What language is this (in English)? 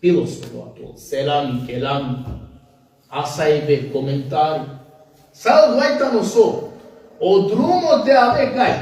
Balkan Romani